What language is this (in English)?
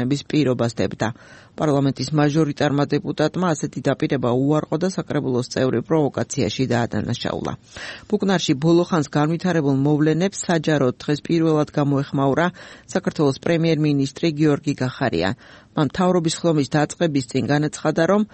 Georgian